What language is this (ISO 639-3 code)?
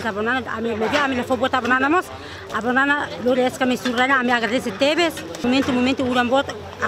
tet